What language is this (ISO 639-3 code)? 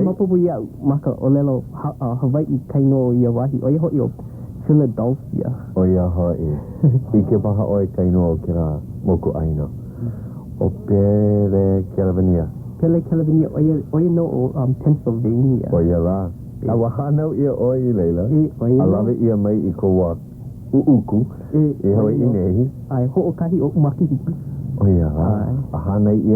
haw